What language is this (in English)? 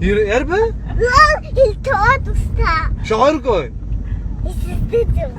Abkhazian